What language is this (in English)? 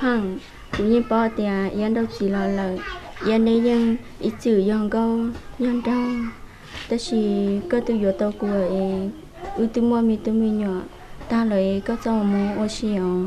Hmong